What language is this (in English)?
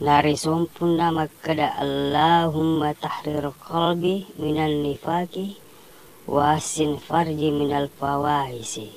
Buginese